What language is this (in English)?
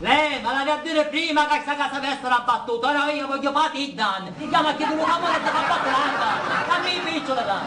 Sicilian